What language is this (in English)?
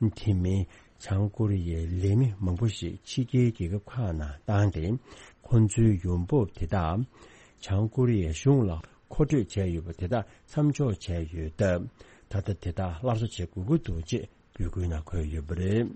Tibetan